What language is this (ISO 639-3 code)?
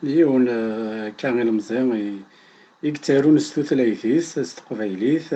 kab